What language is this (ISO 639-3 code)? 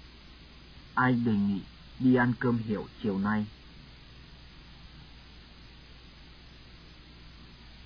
vie